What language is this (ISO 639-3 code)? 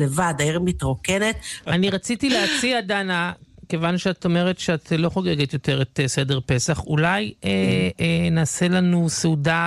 heb